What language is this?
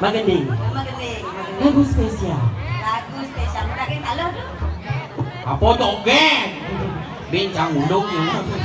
Balinese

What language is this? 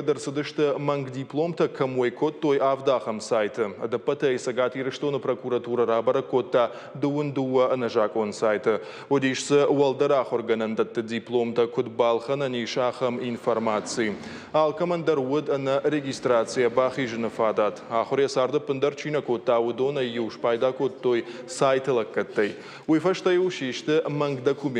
Ossetic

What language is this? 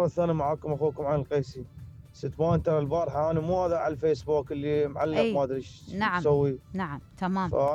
Mesopotamian Arabic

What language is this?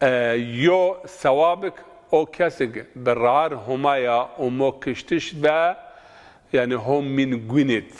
Zaza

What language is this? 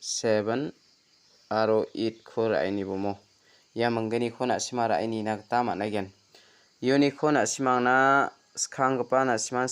Garo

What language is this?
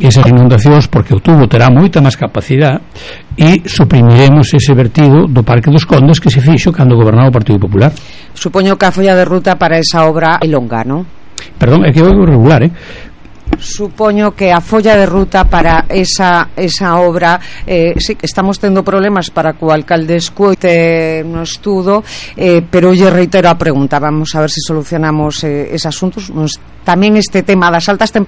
Galician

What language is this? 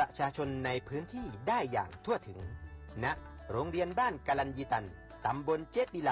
Thai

